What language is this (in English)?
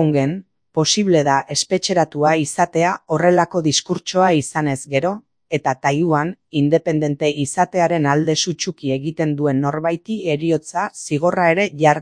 Basque